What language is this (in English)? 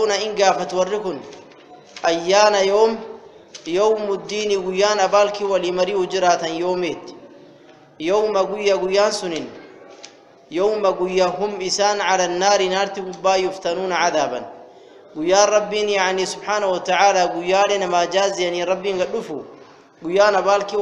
Arabic